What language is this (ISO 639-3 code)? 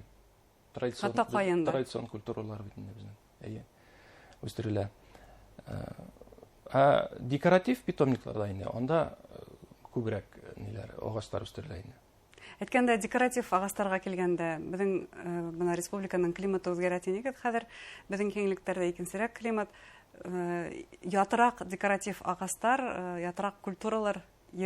bak